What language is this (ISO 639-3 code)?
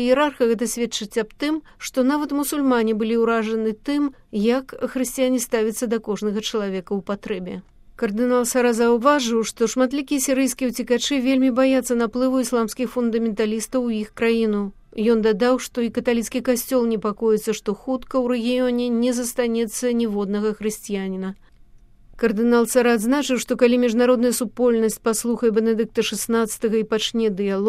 bel